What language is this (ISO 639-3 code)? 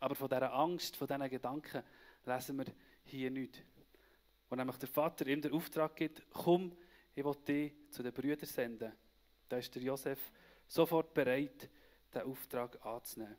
gsw